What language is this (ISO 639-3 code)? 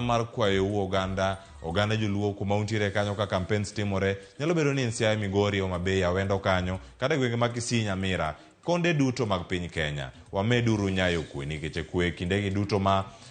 luo